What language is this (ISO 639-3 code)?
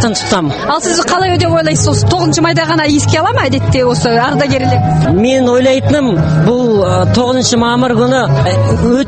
kaz